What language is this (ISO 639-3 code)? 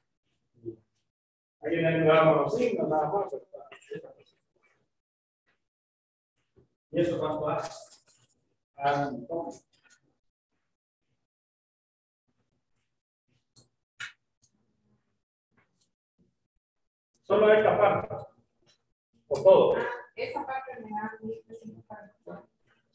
spa